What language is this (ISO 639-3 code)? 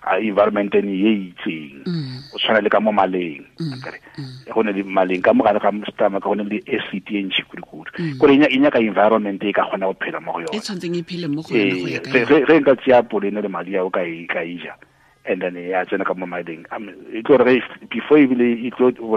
tsn